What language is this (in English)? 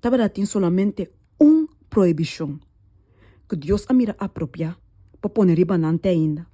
Papiamento